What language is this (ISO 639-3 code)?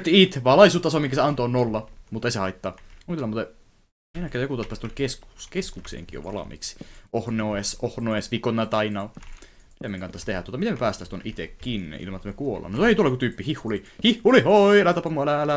fin